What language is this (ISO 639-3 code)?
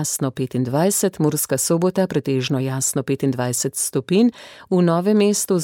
slv